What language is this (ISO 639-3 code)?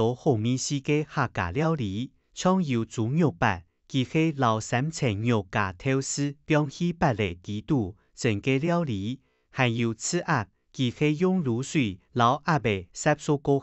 hak